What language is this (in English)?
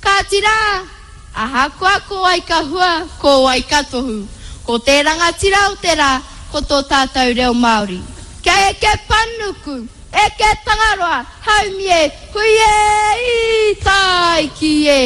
Māori